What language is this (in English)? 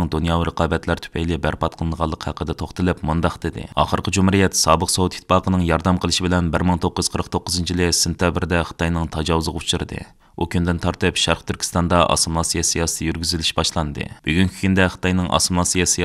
Uyghur